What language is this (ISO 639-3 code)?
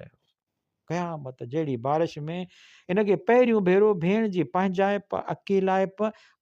snd